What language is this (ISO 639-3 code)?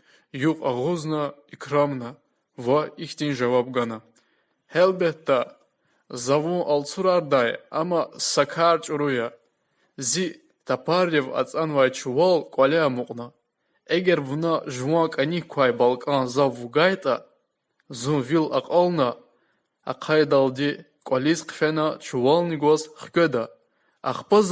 lez